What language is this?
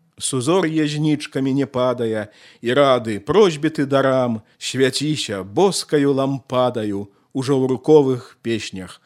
Belarusian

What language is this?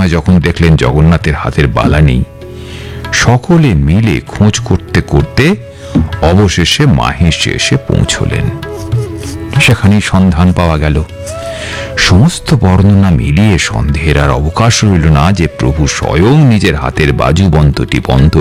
Bangla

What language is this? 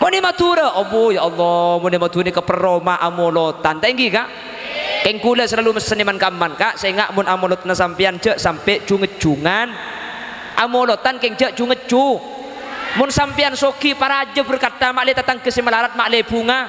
Madurese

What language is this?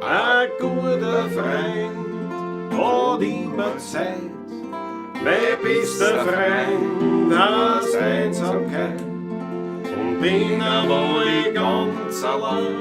Bavarian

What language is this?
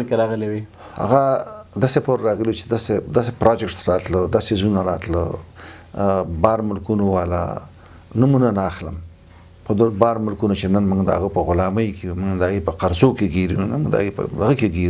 Pashto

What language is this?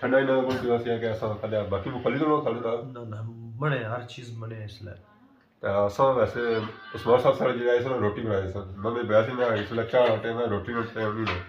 Pahari-Potwari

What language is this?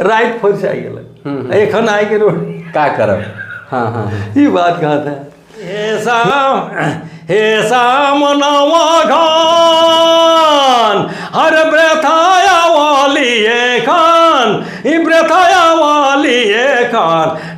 Sadri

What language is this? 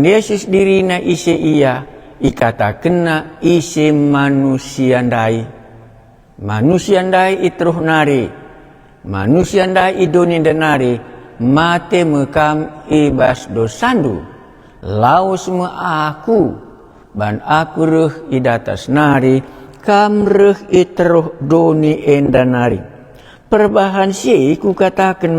Batak Karo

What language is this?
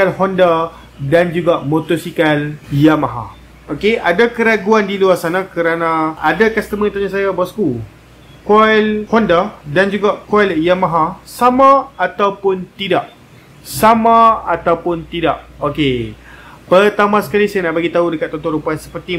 Malay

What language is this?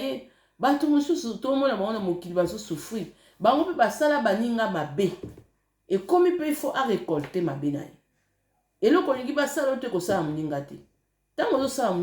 Lingala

